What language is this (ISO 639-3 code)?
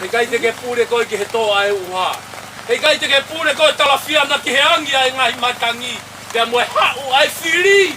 ton